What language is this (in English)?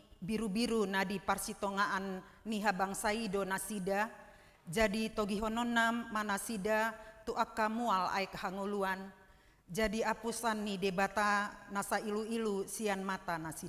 Batak Toba